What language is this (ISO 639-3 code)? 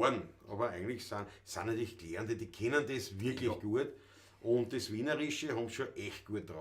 bar